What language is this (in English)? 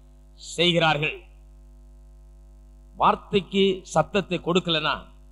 Tamil